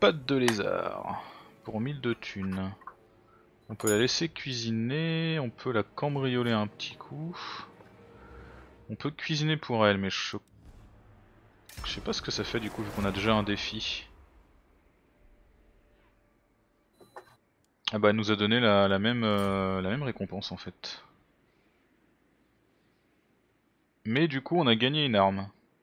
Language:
French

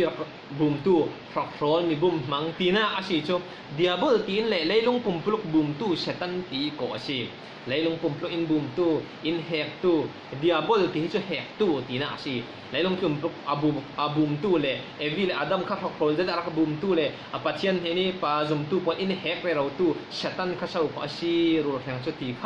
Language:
Falam Chin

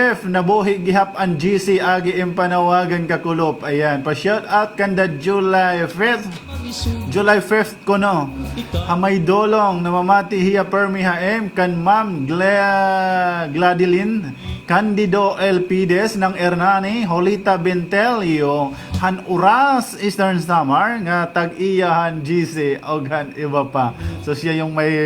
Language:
Waray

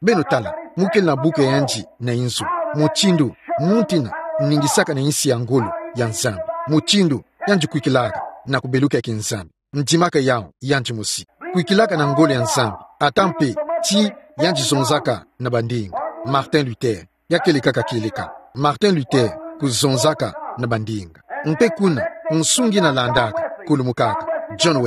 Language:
Kituba (Democratic Republic of Congo)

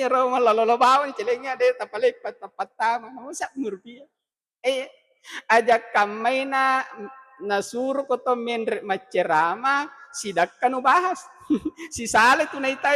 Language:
Buginese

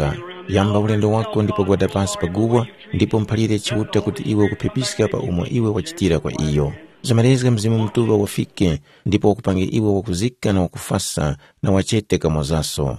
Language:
Tumbuka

